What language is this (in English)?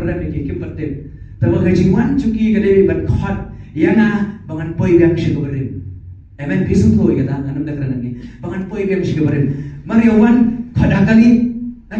Khasi